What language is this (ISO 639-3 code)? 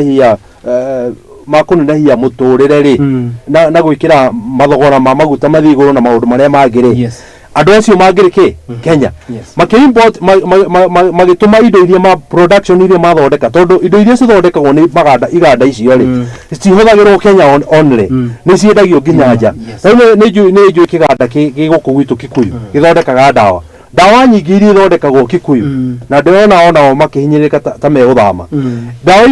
kik